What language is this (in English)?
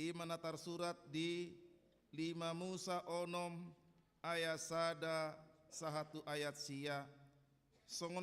Batak Toba